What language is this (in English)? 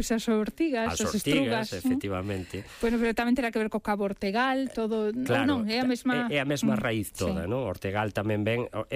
Galician